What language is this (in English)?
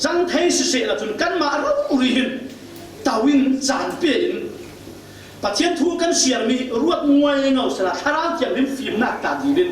Falam Chin